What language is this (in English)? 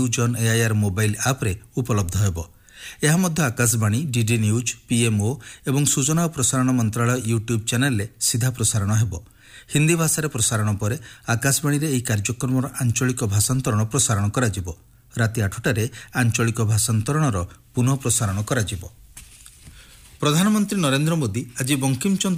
Odia